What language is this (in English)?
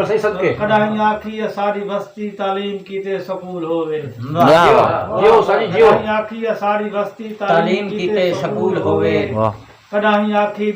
Saraiki